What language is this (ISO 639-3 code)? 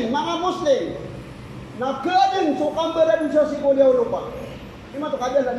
mrw